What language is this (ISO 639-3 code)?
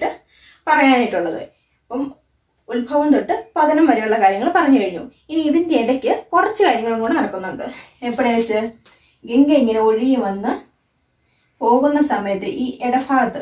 mal